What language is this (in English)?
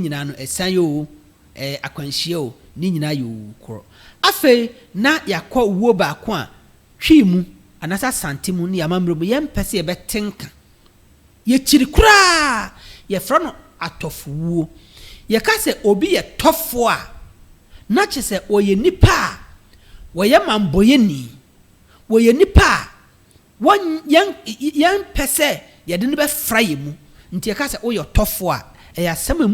Akan